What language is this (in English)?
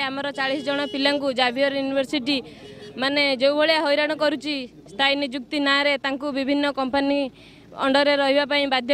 Odia